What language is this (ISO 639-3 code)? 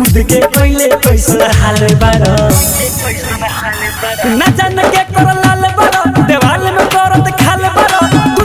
bho